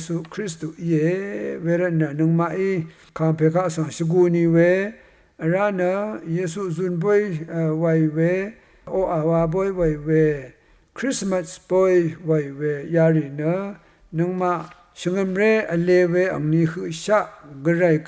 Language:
Rawang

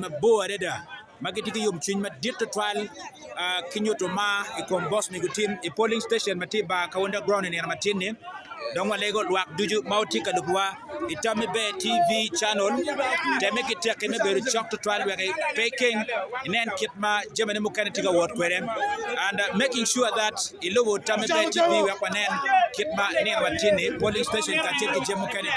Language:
Acoli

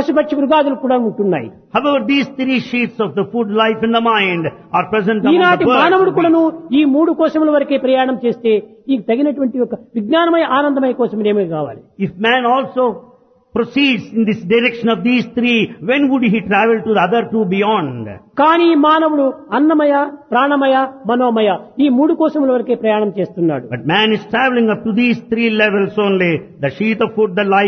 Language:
Telugu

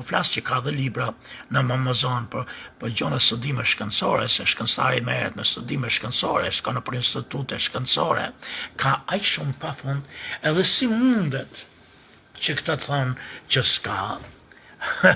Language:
Albanian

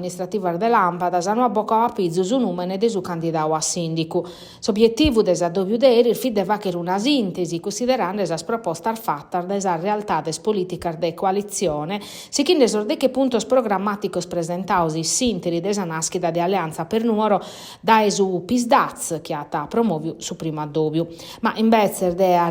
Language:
Sardinian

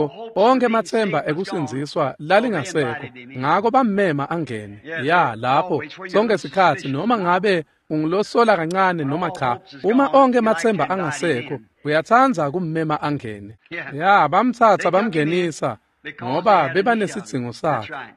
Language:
Swati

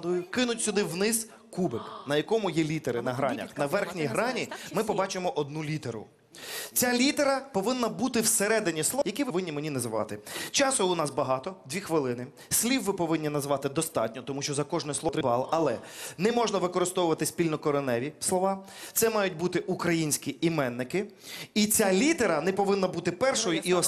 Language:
Ukrainian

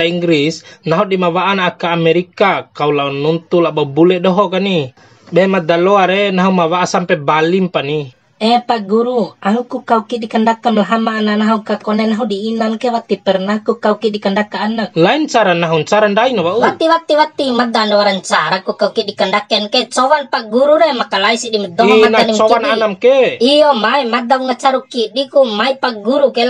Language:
Bima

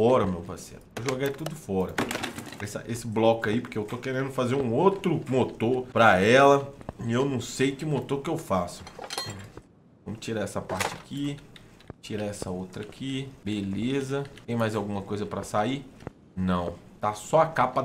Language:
Portuguese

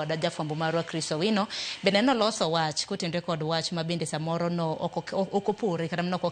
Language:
Luo (Kenya and Tanzania)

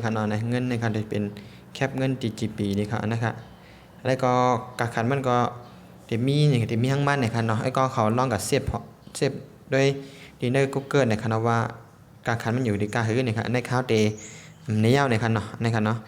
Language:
Shan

